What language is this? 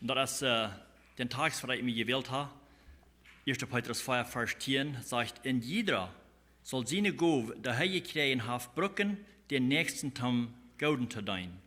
Plautdietsch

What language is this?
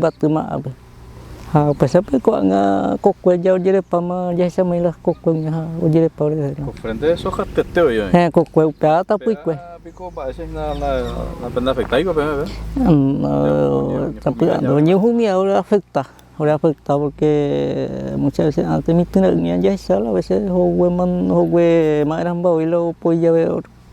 Guarani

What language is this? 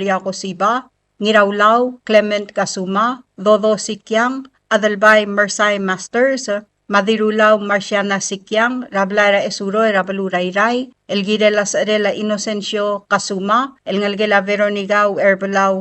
Palauan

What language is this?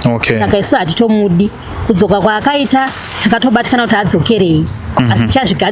Shona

